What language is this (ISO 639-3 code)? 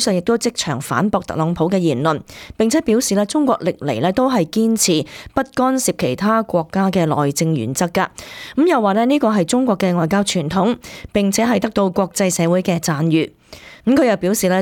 yue